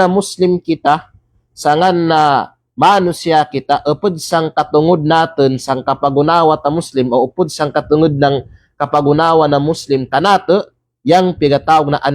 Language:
Kalagan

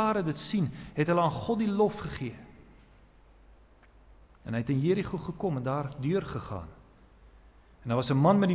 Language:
Afrikaans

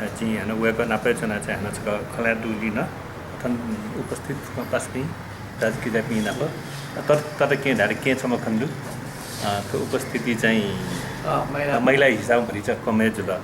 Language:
Newari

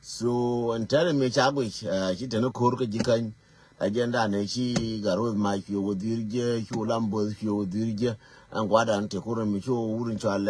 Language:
Nuer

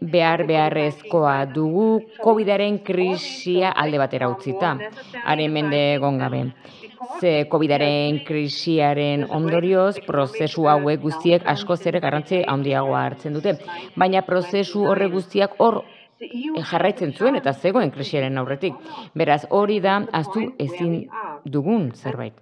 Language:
Basque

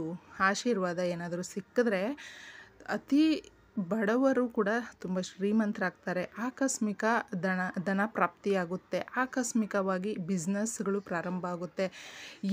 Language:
Kannada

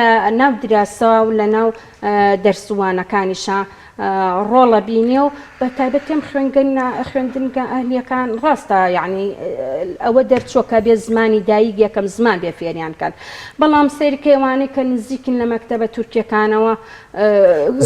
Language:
Central Kurdish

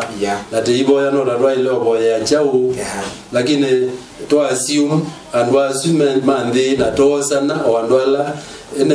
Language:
Kamba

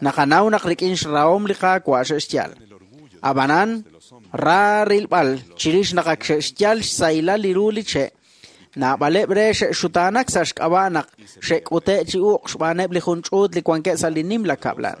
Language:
Kekchí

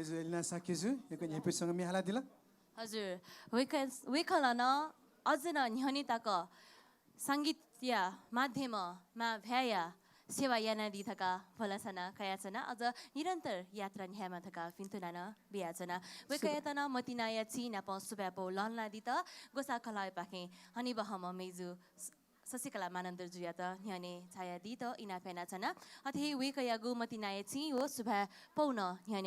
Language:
Newari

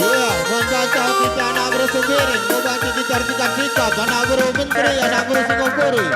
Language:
Batak Karo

